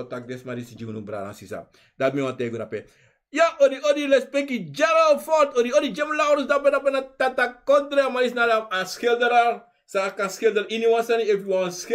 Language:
Sranan Tongo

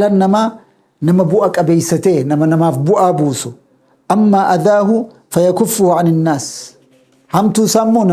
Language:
Oromo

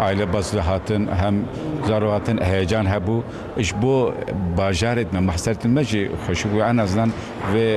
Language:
Kurdish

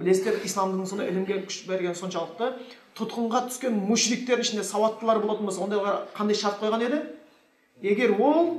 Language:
Kazakh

